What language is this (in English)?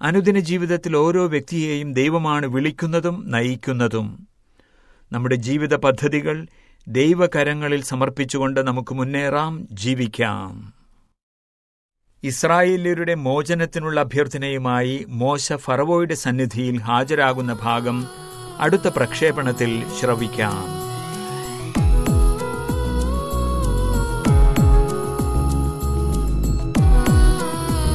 Malayalam